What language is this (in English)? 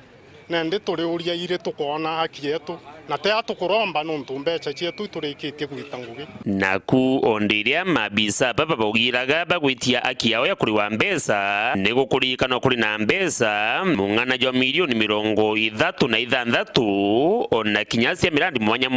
Meru